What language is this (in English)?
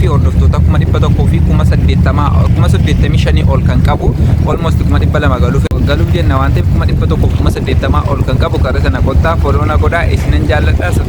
Oromo